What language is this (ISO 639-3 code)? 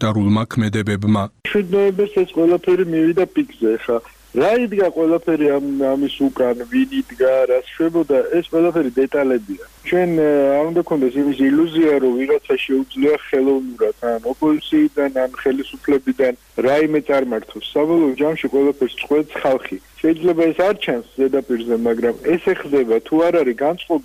kat